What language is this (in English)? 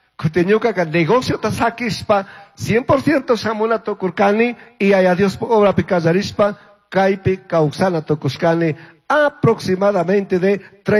Chimborazo Highland Quichua